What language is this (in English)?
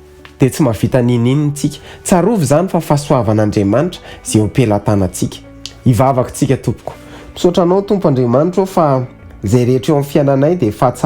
Malagasy